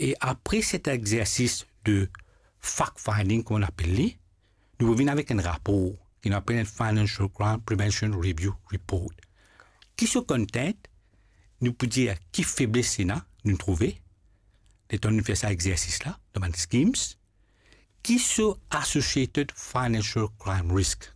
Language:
Morisyen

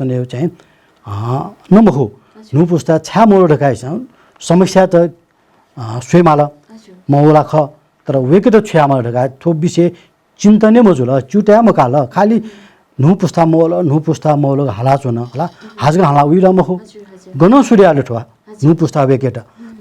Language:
Newari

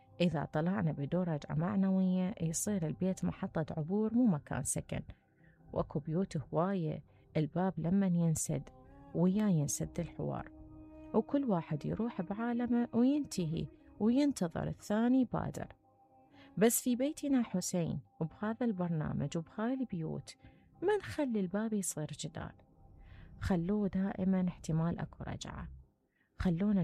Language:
Mesopotamian Arabic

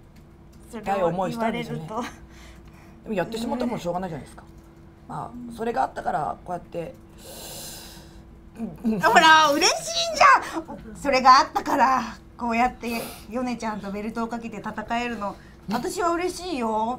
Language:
Japanese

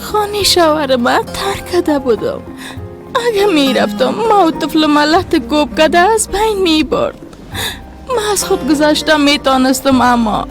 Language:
Persian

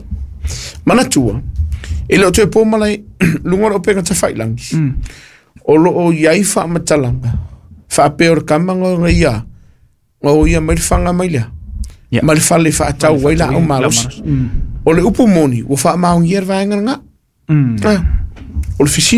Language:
Samoan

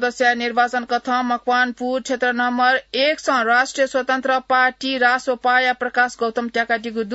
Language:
Newari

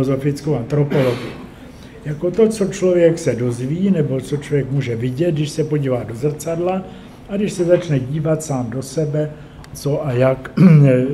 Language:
Czech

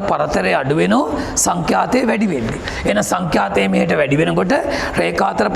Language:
Sinhala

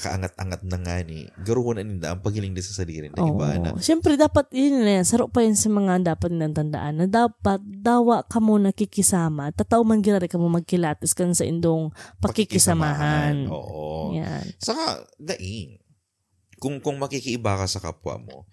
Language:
Bikol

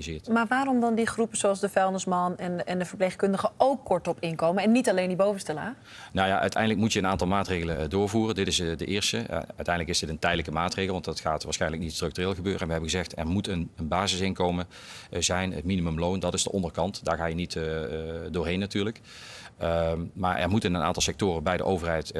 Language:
Dutch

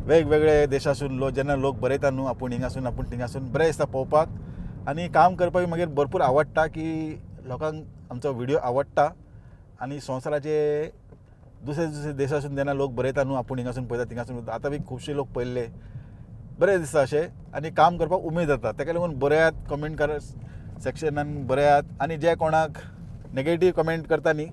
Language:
Konkani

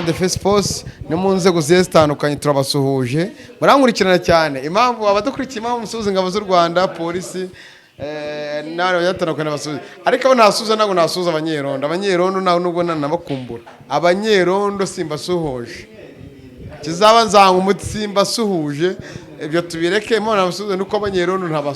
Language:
Kinyarwanda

